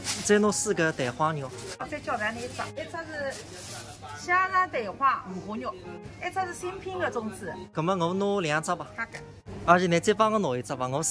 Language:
Wu Chinese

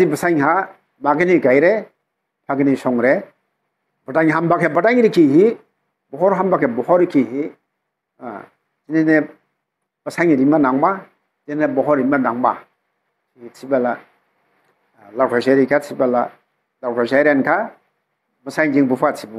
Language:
Dimasa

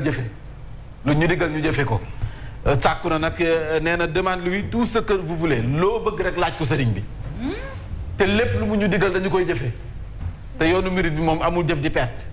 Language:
Wolof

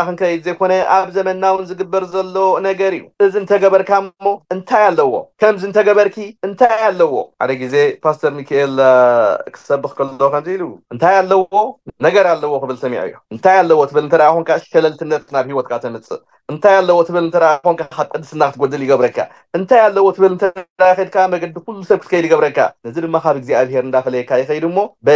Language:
Tigrinya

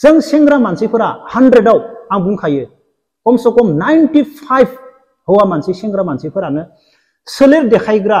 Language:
Bodo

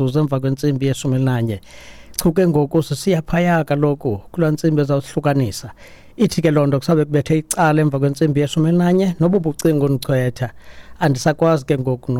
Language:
Xhosa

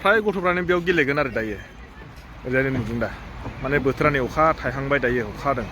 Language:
Bodo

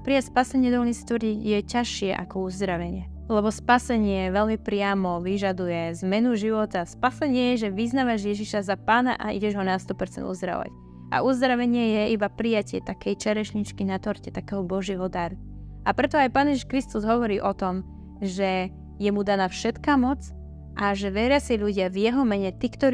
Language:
Slovak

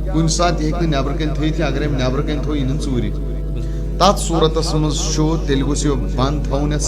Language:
Kashmiri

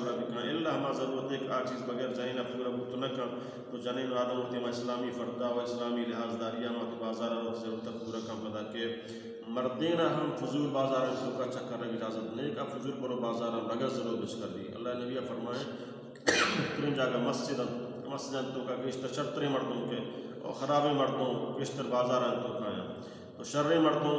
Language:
Baluchi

